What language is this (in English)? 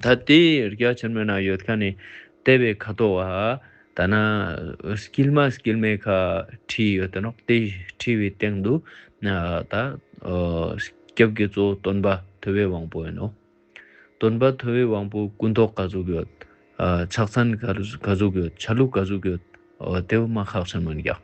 Ladakhi